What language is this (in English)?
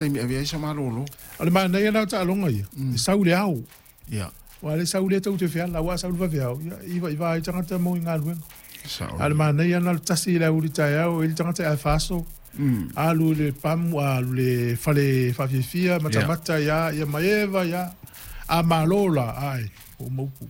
Samoan